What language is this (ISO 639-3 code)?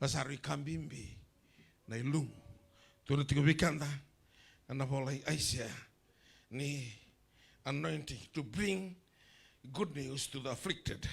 fij